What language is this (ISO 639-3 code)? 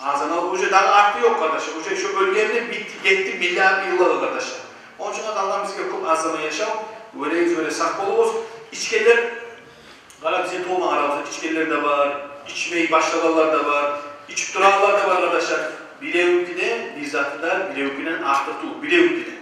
kum